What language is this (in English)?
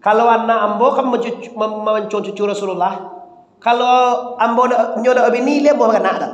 Minangkabau